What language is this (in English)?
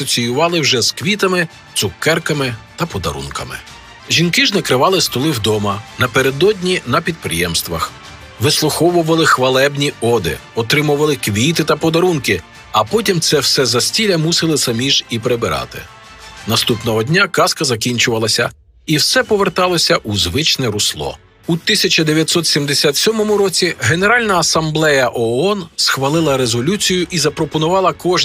Ukrainian